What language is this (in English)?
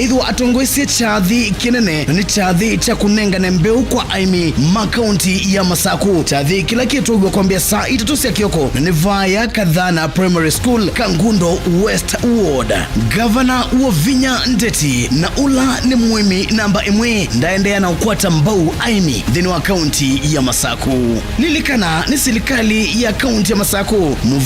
Kamba